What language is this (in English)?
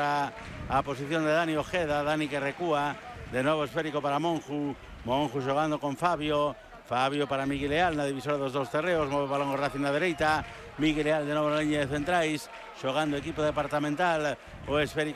Galician